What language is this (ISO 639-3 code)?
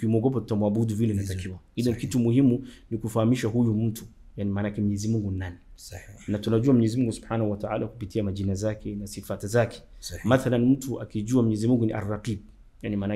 swa